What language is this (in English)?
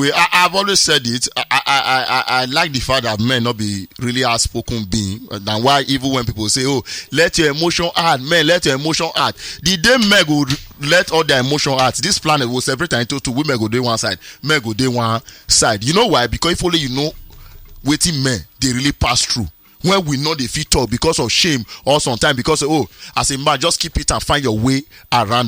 Nigerian Pidgin